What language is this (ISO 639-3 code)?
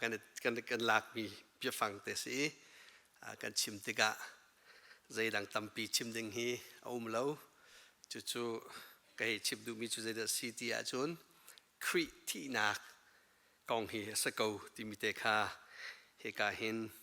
cnh